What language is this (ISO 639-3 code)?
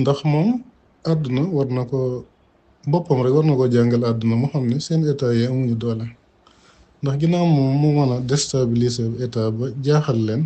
wol